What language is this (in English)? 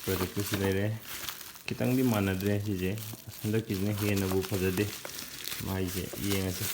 Manipuri